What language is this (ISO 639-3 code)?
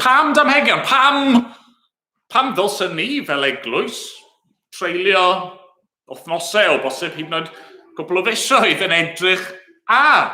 cym